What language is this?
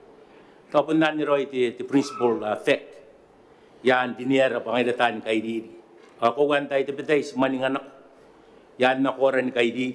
Gilbertese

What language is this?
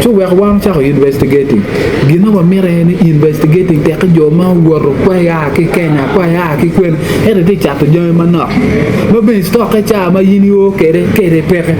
Acoli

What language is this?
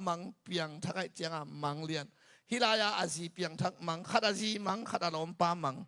Tedim Chin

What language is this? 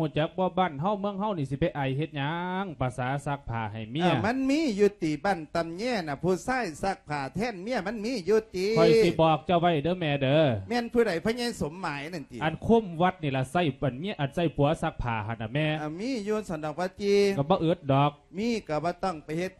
Lao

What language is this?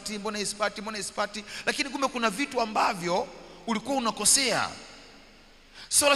Swahili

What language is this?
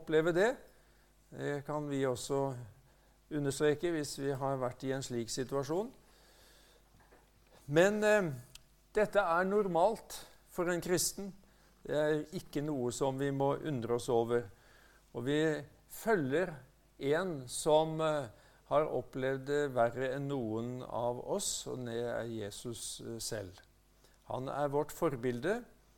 Norwegian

